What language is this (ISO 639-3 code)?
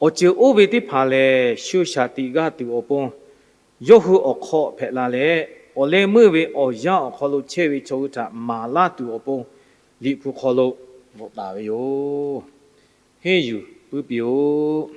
lhu